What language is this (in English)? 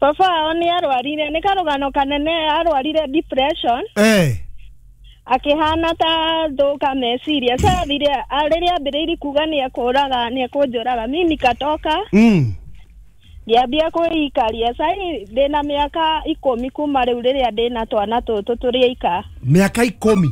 Kikuyu